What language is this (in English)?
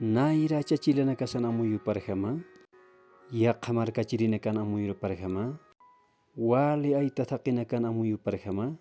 Aymara